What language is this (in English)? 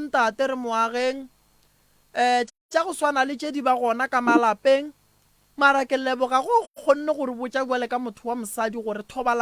Northern Sotho